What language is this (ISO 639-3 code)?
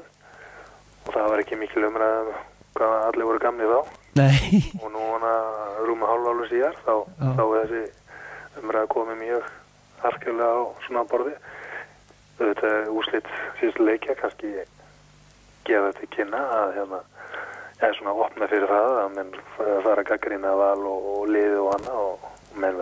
isl